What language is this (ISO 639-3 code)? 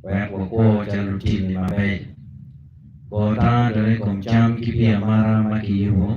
ach